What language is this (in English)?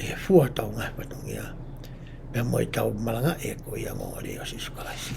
Tongan